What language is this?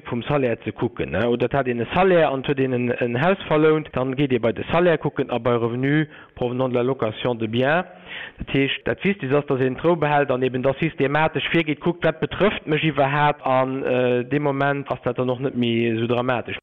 Luxembourgish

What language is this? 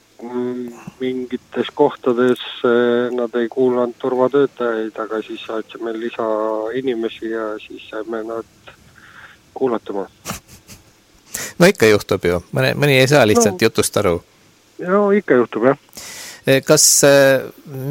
Estonian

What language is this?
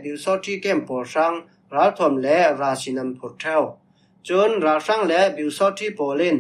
Falam Chin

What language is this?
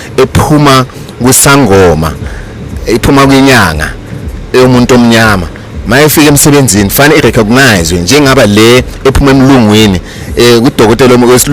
Zulu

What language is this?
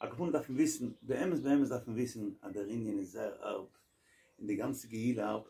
Yiddish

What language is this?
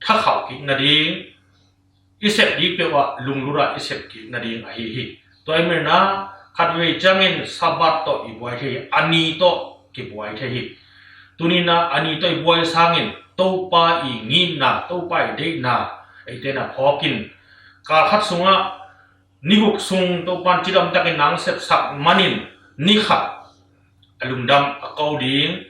Tedim Chin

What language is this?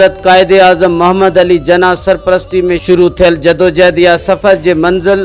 Sindhi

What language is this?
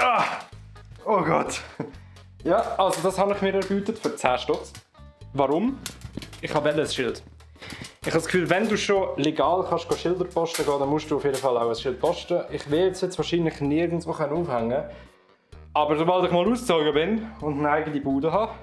Swiss German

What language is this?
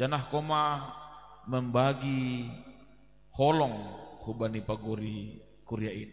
Batak Simalungun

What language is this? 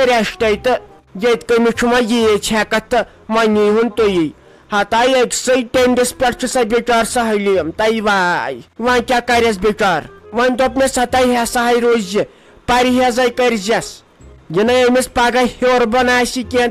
Kashmiri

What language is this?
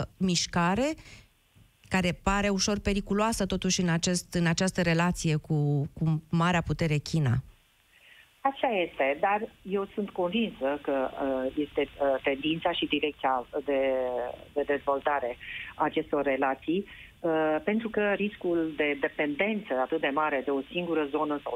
Romanian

